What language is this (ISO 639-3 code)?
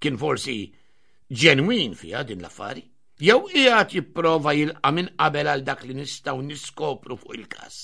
mlt